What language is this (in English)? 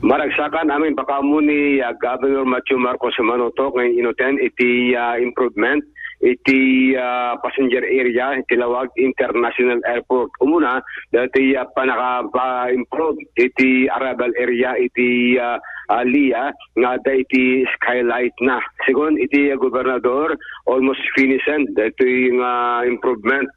Iloko